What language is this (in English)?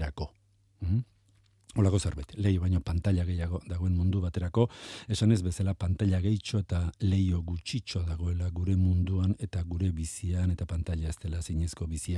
Basque